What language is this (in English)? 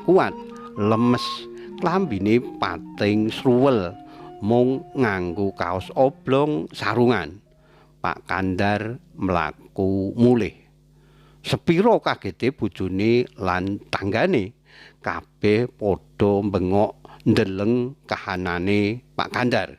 Javanese